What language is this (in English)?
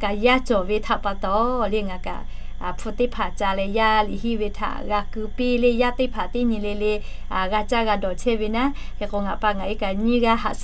Lahu